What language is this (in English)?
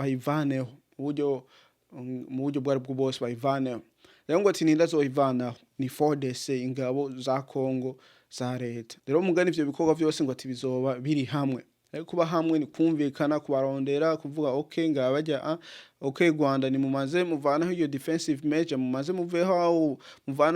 Rundi